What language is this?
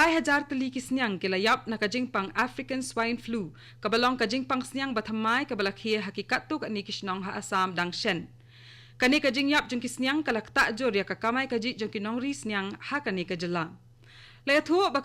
Khasi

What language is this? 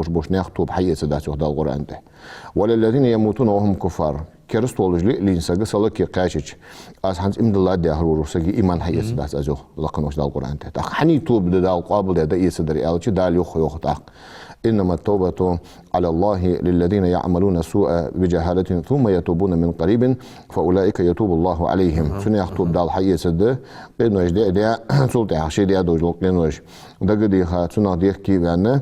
Ingush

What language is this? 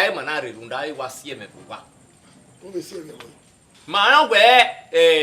Bini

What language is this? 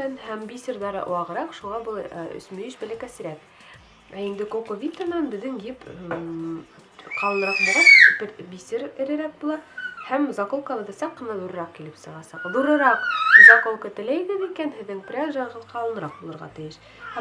Bashkir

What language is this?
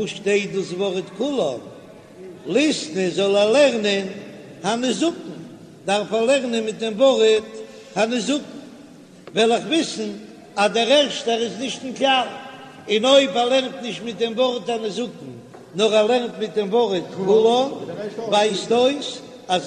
Yiddish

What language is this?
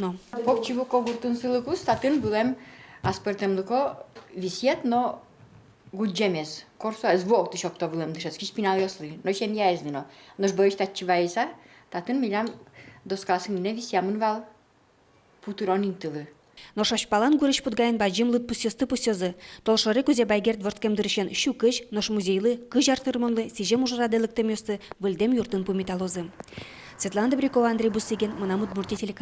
Udmurt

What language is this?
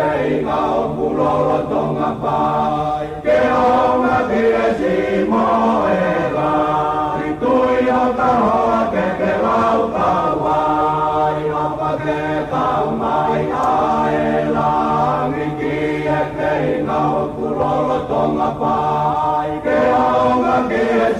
Tongan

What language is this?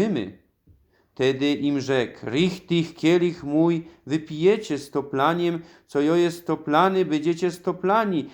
Silesian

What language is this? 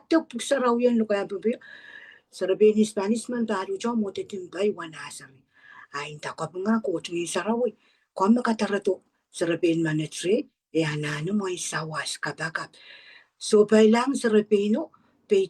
Pohnpeian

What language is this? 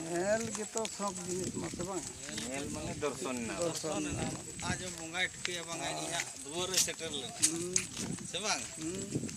Santali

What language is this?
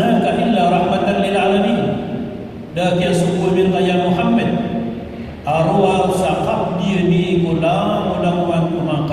Maranao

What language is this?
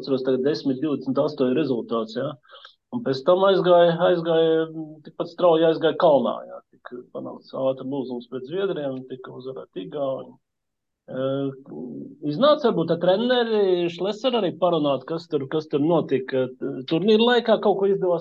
Latvian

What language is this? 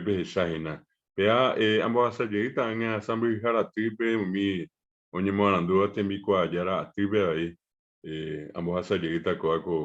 Guarani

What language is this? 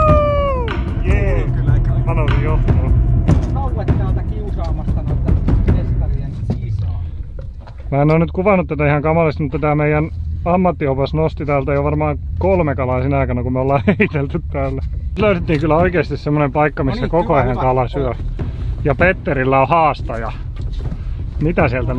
Finnish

